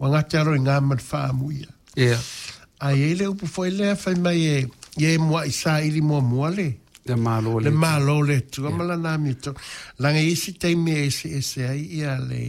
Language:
Samoan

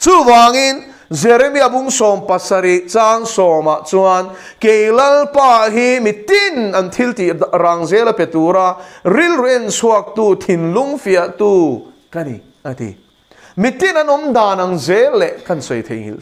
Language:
Mizo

